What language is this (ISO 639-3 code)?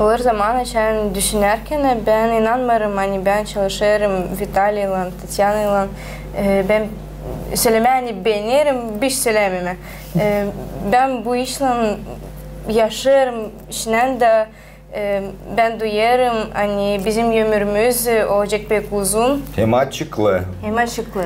gag